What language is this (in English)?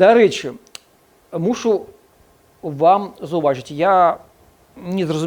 Belarusian